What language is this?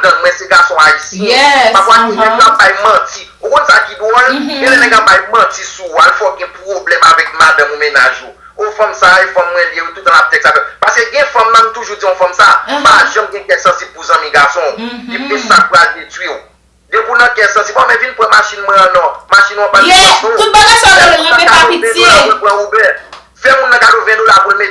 Haitian Creole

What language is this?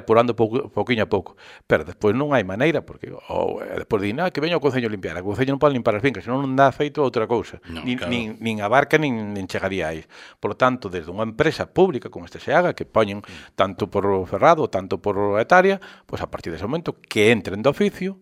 Galician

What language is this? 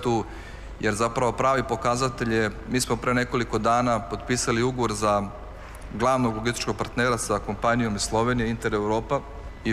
Serbian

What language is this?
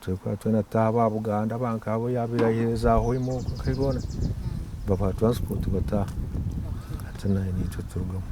Nyankole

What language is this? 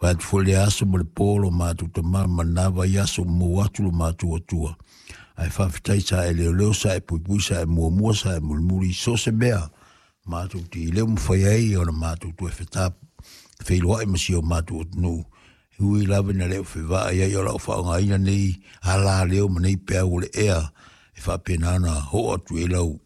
Samoan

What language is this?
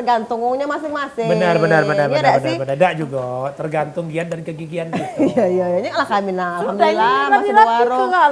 Musi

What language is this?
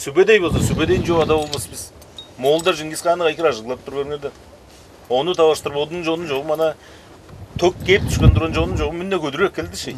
Tuvinian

